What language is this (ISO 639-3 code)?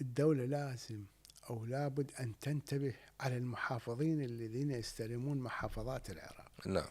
acm